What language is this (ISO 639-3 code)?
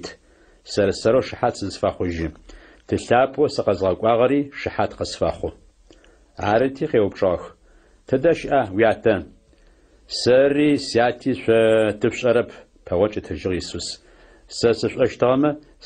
ady